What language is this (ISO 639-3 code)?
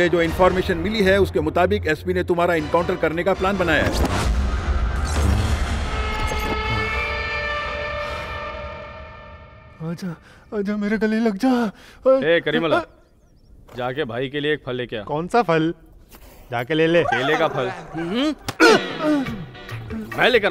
hin